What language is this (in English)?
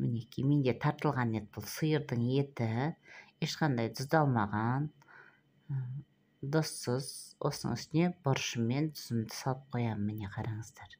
Kazakh